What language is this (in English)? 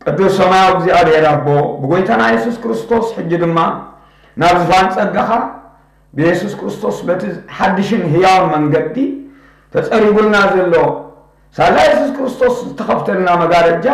Tigrinya